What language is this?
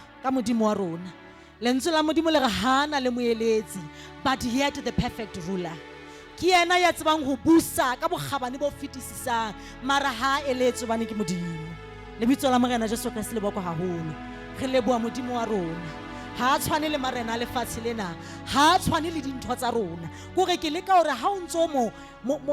Southern Sotho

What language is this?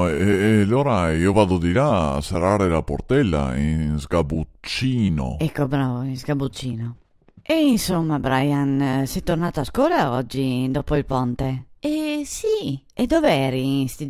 Venetian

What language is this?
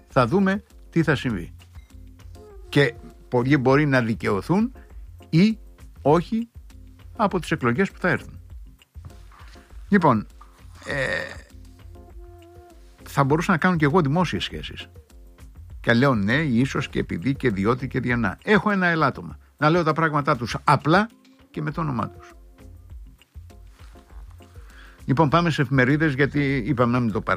Greek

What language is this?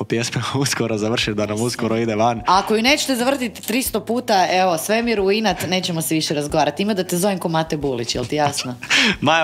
Croatian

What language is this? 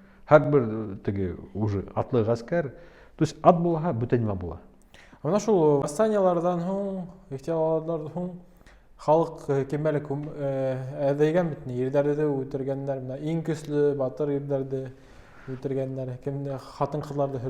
Bashkir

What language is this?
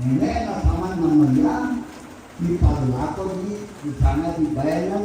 Toraja-Sa'dan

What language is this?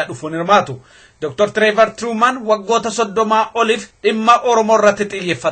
Oromo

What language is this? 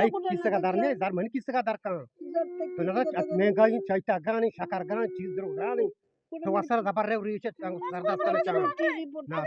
Eastern Balochi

